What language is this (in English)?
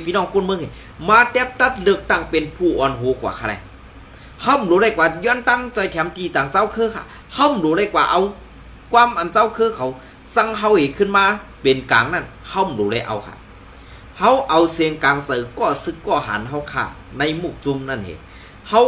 Shan